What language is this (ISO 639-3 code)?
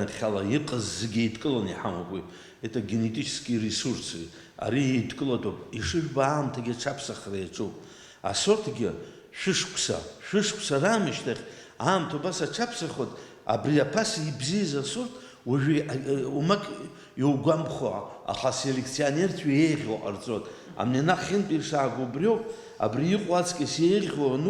abk